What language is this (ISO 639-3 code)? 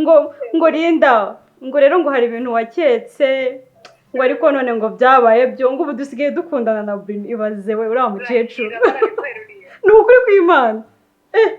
kin